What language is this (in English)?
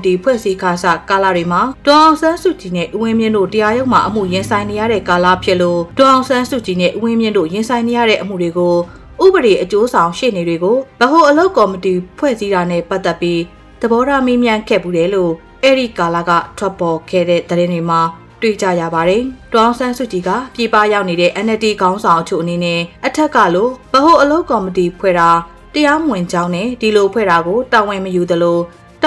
Burmese